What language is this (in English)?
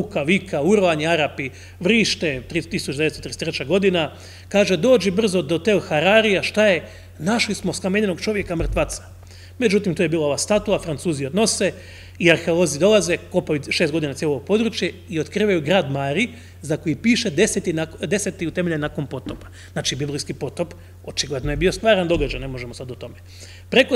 Croatian